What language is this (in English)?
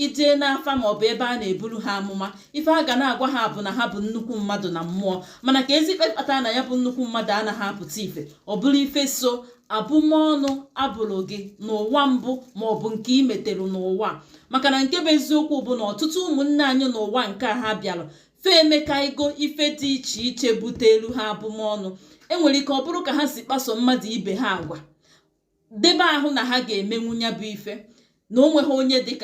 Igbo